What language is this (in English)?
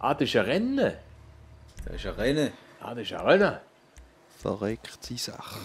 Swiss German